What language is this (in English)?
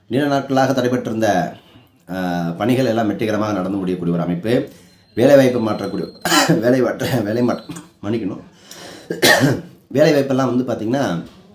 Tamil